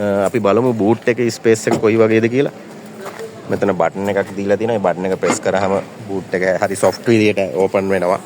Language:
Sinhala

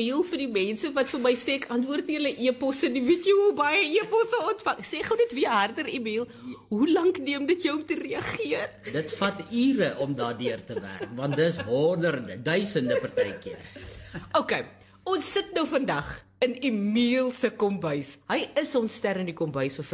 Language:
Afrikaans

